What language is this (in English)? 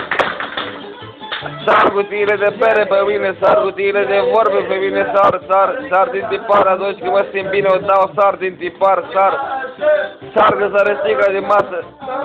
Romanian